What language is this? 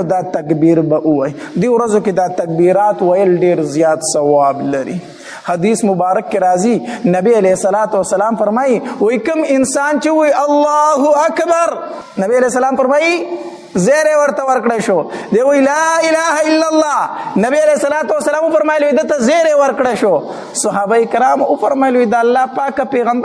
Pashto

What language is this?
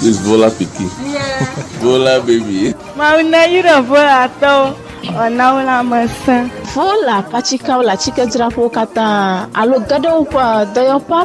Ewe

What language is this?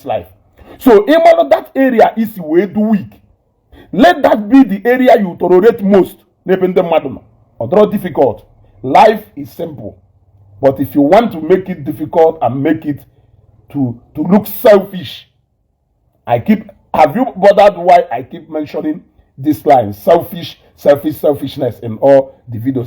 Igbo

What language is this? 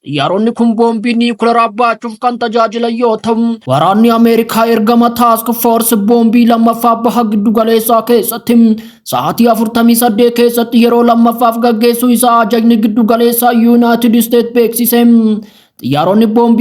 Oromo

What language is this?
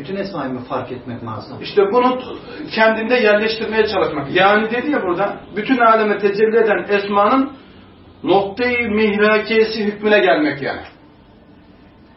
Turkish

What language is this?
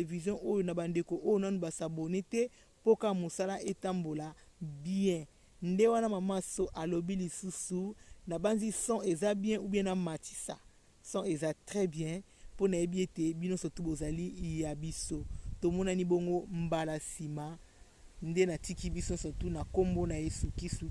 Lingala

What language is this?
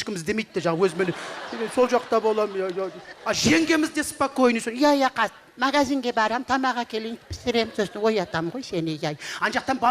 Kazakh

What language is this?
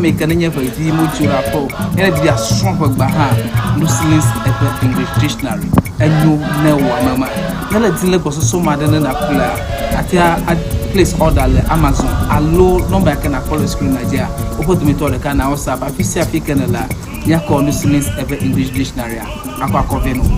Ewe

